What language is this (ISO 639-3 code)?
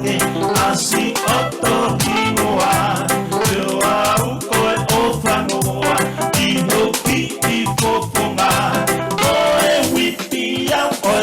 ton